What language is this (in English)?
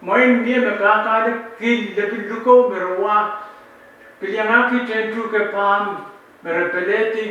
Pohnpeian